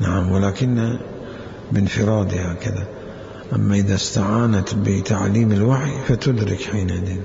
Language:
Mesopotamian Arabic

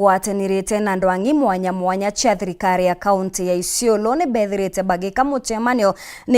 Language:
Meru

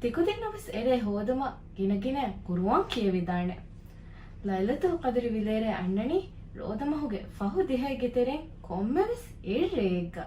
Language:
Divehi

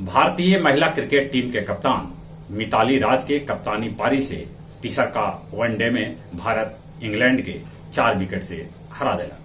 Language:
Magahi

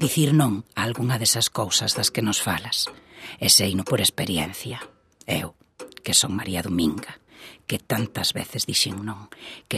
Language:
Galician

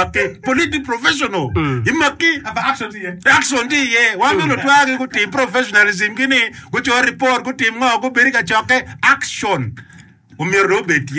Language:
Acoli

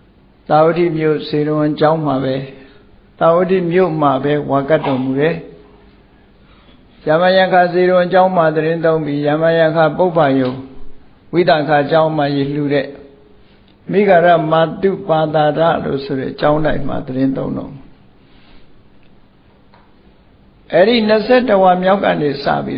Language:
Burmese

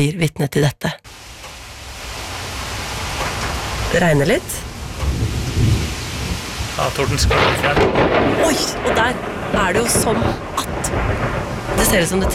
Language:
Norwegian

